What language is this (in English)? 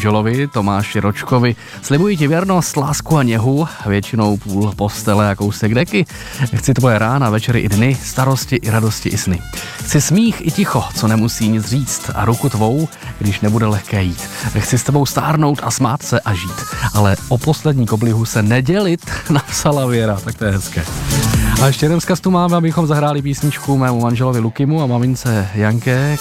Czech